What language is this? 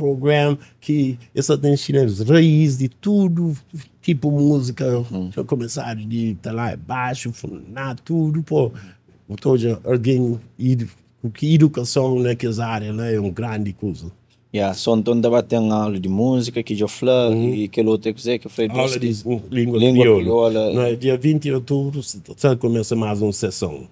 Kabuverdianu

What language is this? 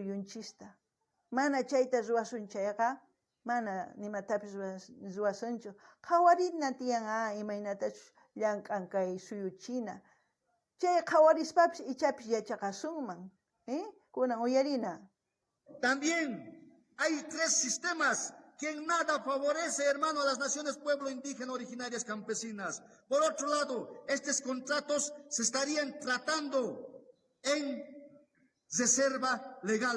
South Bolivian Quechua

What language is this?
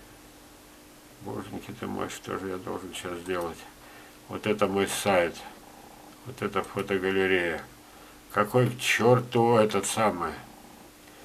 Russian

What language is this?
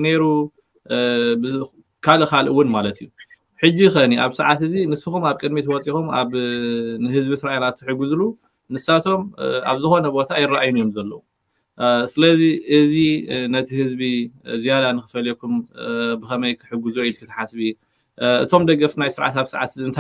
Tigrinya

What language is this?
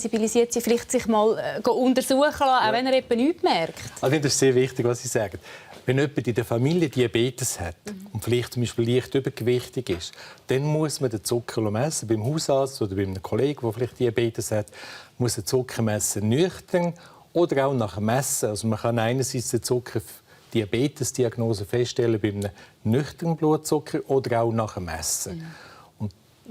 Swiss German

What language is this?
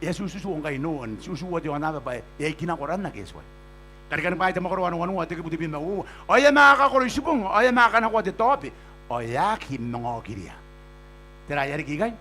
Gilbertese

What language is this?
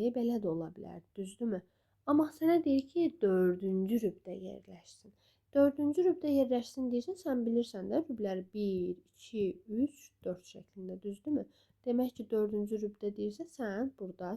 Azerbaijani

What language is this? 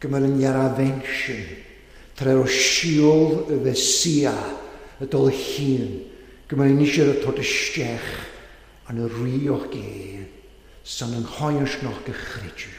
Welsh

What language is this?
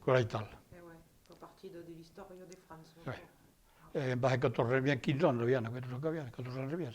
Occitan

